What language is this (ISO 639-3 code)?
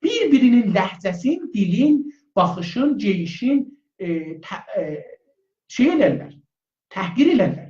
azb